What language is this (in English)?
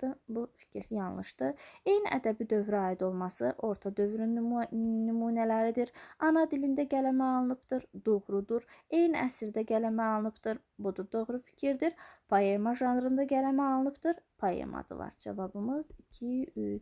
Azerbaijani